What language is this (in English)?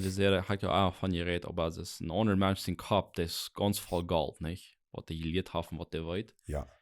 Plautdietsch